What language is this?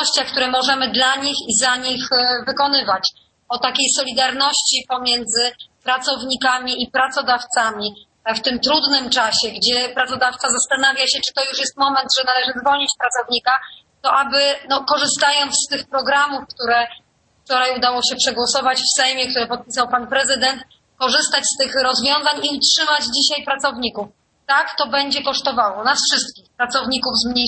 Polish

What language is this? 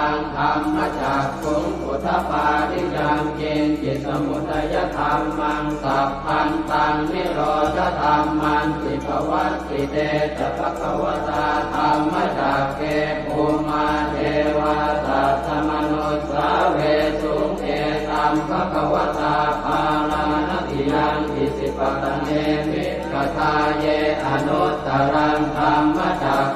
Pali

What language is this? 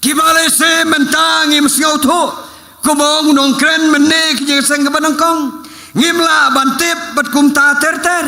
Khasi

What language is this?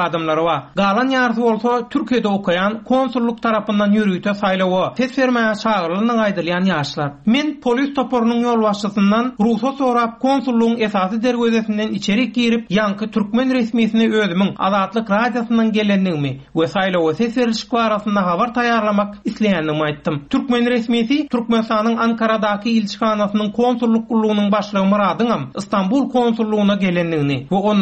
Turkmen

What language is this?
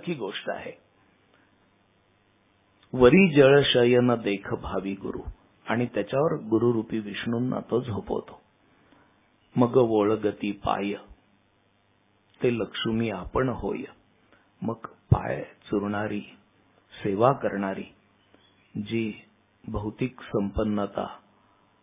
Marathi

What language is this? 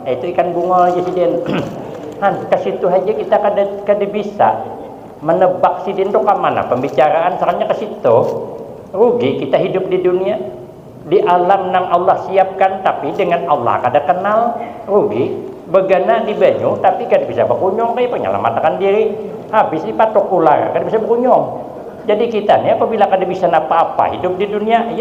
Banjar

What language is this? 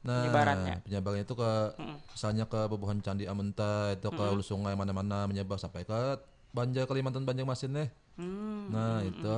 Banjar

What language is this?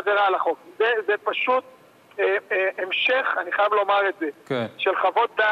Hebrew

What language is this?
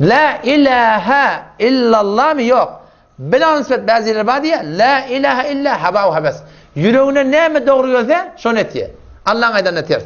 Turkmen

